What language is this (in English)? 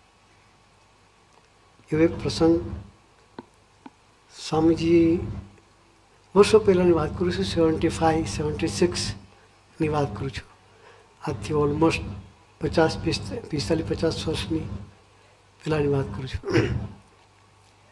Gujarati